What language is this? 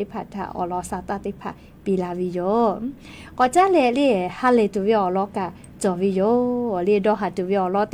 Lahu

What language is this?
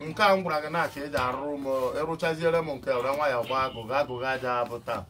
Igbo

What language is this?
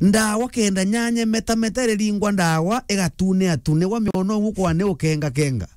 Meru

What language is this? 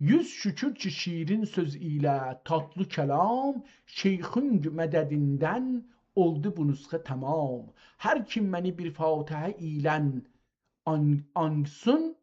South Azerbaijani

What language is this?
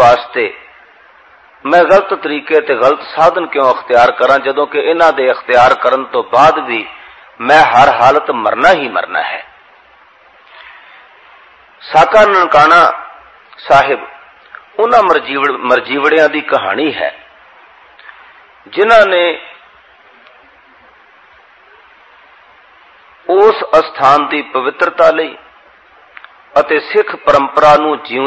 Punjabi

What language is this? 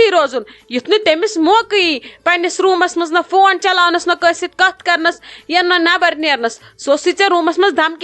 Kashmiri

